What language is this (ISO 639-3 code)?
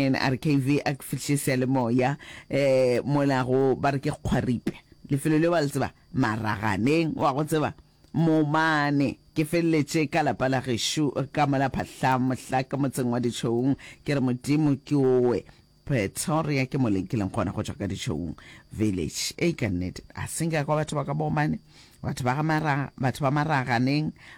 nso